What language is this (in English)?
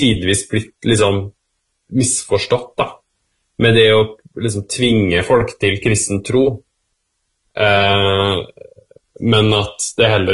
Norwegian